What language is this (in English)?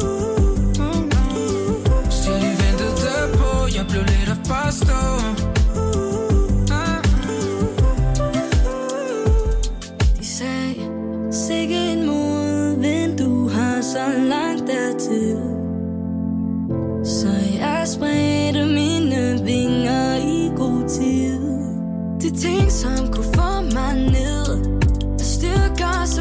Danish